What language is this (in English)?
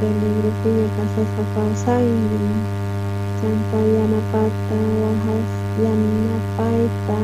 South Bolivian Quechua